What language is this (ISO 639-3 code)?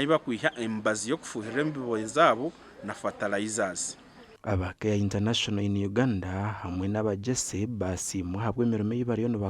nyn